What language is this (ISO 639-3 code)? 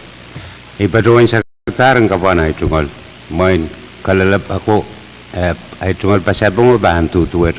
pon